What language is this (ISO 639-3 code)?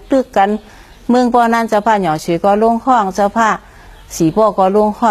shn